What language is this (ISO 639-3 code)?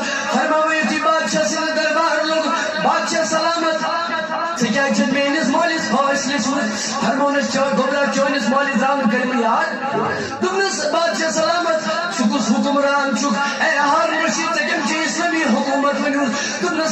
kas